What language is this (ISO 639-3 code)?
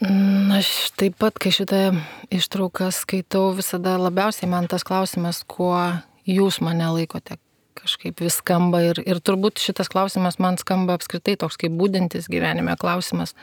lit